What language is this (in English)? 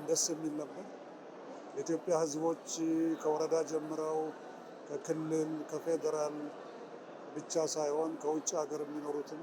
Amharic